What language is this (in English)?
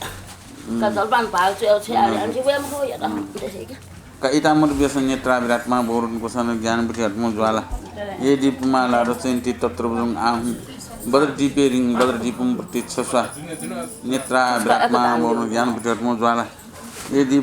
Newari